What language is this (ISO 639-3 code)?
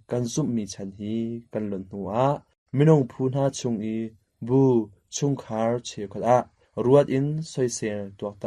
cnh